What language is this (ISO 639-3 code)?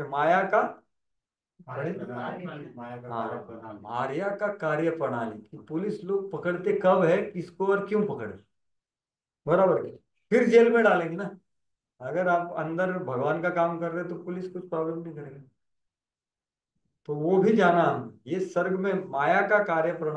hin